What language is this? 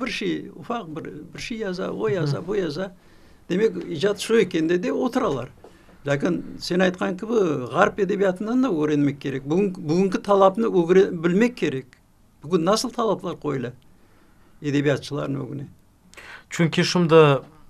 Crimean Tatar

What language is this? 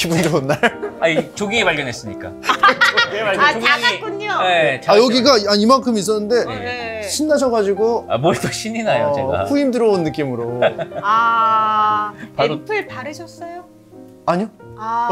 Korean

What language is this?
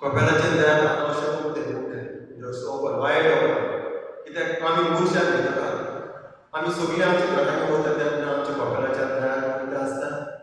Konkani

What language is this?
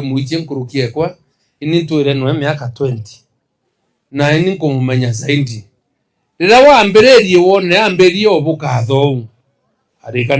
Meru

